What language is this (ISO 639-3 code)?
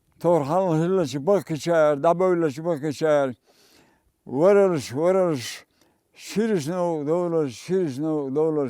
che